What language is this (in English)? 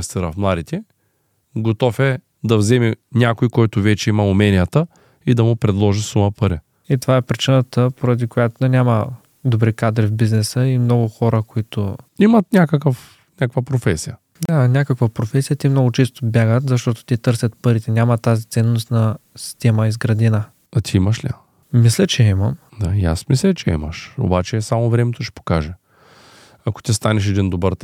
Bulgarian